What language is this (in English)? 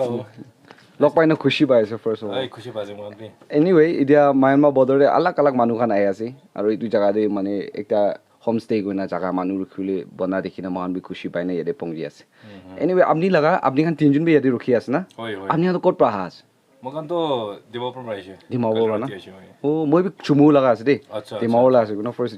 Naga Pidgin